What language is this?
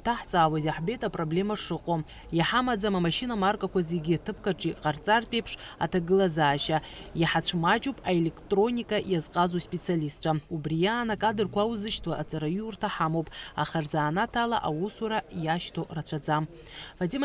Abkhazian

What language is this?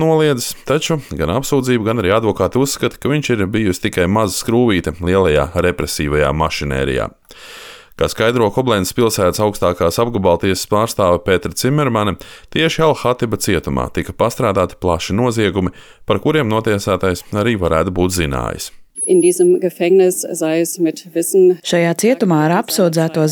Latvian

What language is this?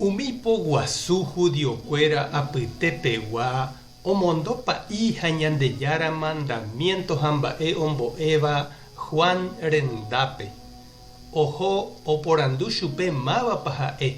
Guarani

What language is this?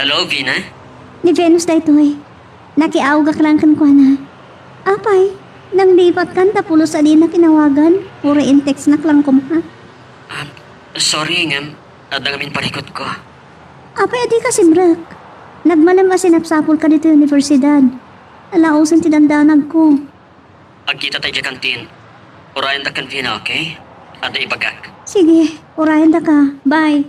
Iloko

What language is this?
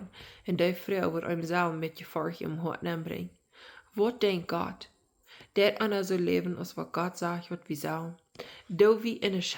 Plautdietsch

